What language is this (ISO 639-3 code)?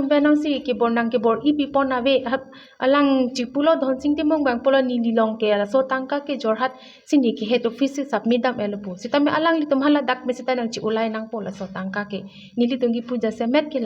mjw